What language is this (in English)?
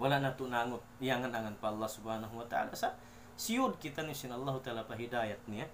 Tausug